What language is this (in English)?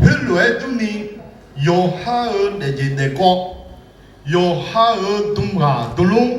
Akha